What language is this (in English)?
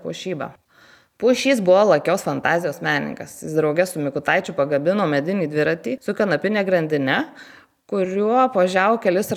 Lithuanian